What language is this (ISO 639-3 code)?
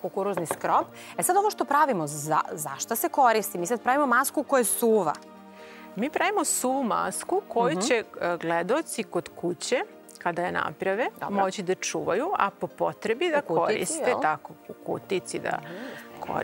srp